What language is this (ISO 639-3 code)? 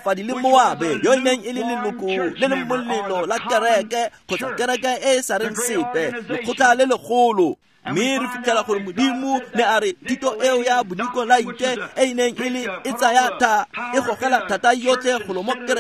tsn